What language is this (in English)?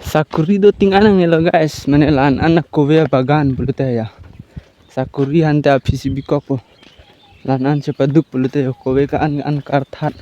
Karbi